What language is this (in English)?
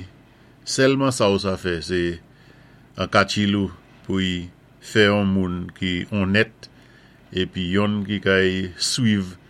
Saint Lucian Creole French